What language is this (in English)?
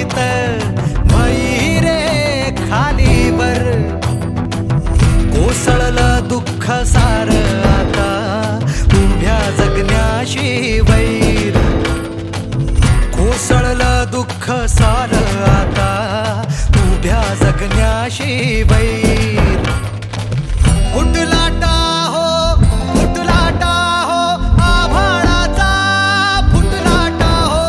Marathi